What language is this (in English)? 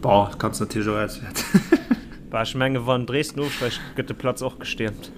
Luxembourgish